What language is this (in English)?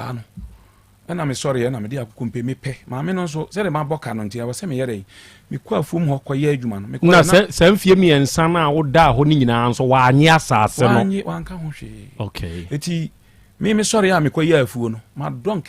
Akan